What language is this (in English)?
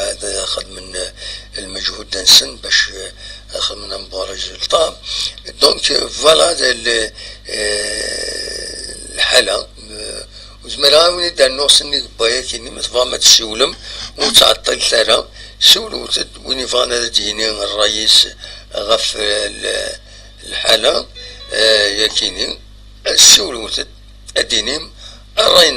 Kabyle